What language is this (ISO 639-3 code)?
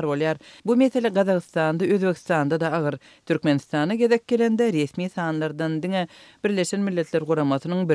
tuk